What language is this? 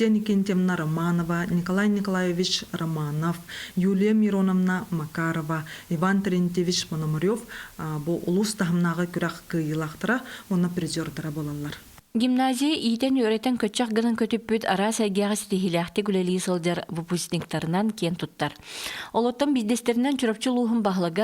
Yakut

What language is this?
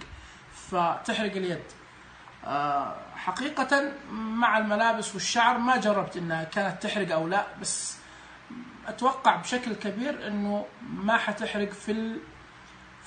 Najdi Arabic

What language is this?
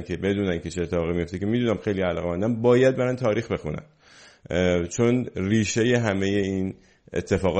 Persian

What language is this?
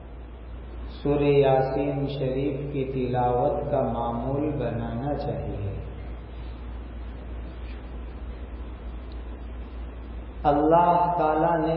Urdu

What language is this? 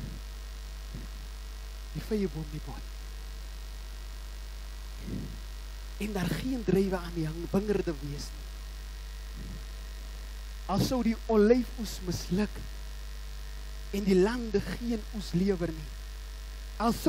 Afrikaans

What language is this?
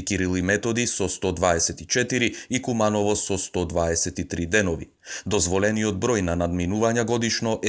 Macedonian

